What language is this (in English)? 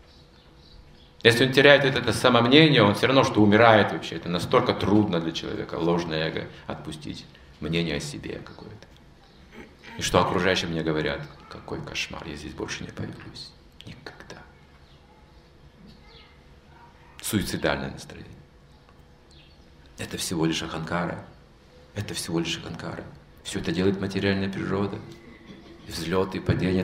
Russian